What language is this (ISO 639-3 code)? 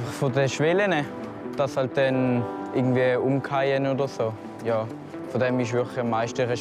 gsw